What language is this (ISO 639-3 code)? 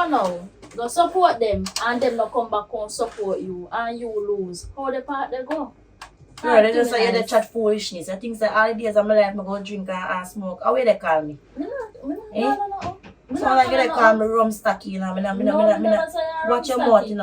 jam